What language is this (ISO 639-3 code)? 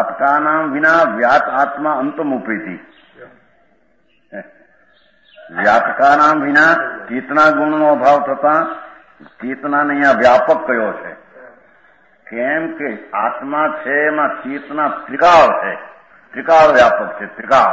guj